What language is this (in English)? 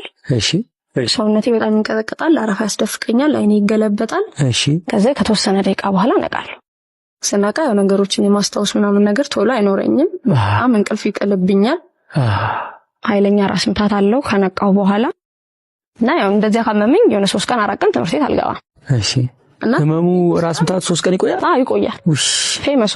Amharic